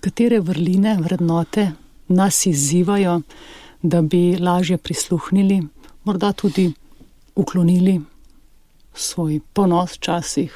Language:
Slovenian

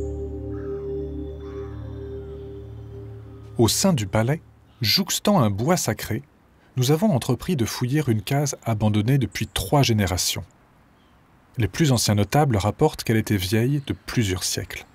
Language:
French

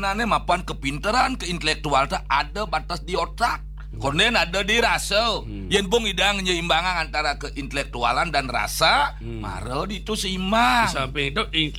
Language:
Balinese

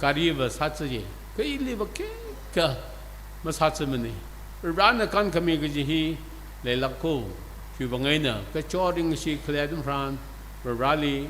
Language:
Tangkhul Naga (India)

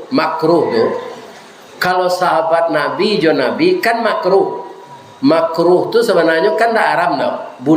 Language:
Minangkabau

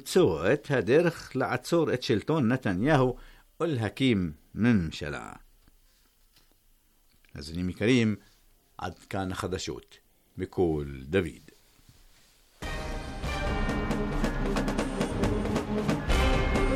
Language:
Hebrew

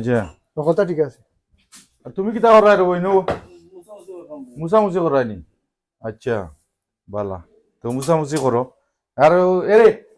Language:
Sylheti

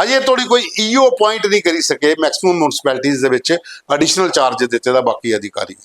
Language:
Dogri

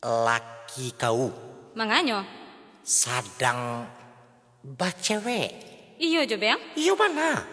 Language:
Minangkabau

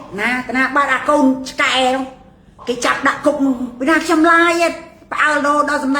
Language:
Khmer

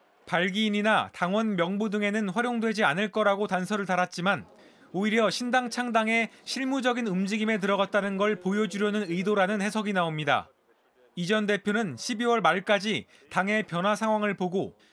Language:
Korean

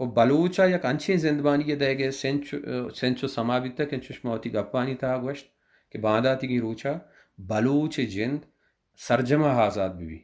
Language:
Baluchi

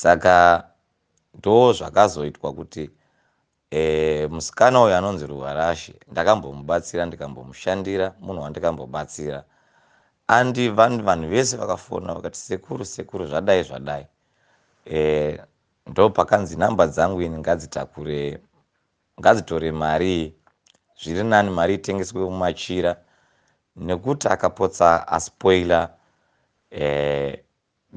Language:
Shona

